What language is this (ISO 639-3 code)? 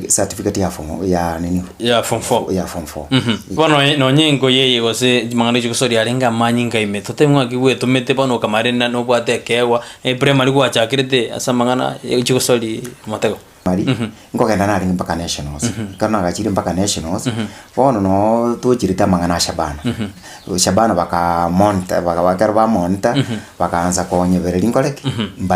guz